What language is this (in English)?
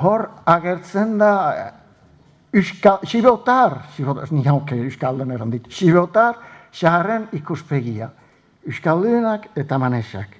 Basque